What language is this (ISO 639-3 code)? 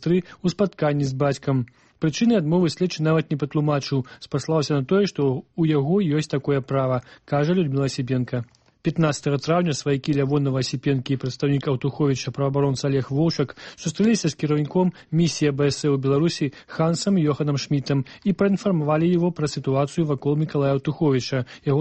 bel